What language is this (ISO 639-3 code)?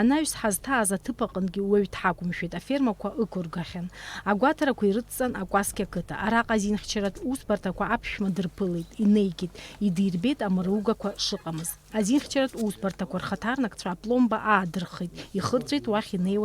abk